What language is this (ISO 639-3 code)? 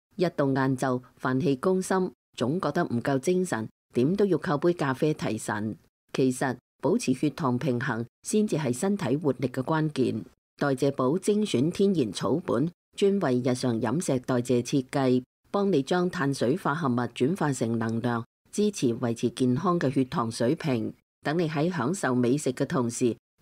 yue